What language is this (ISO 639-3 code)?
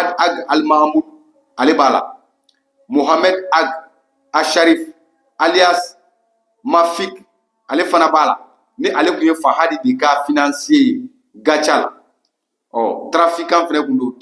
bam